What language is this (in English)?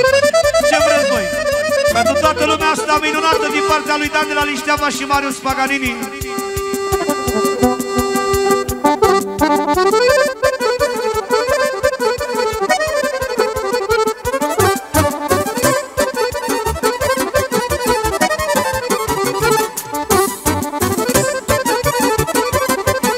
Romanian